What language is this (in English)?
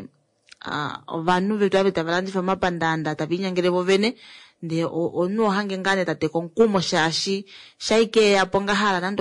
Kuanyama